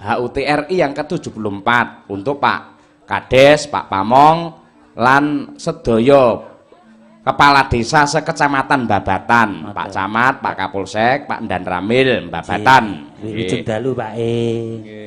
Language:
Javanese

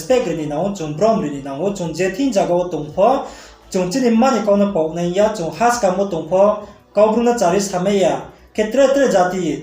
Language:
Riang (India)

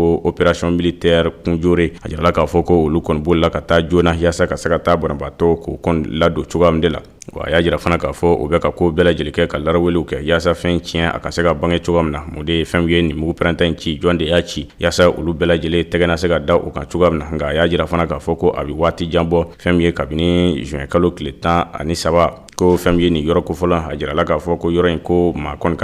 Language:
Bambara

